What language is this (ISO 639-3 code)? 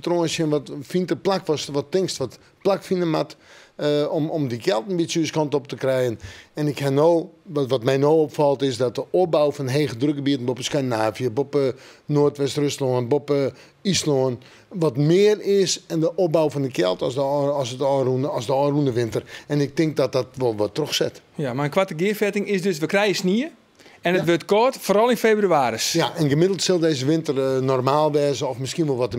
fry